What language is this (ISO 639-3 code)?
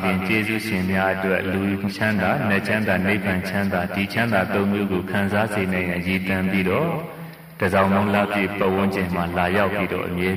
mya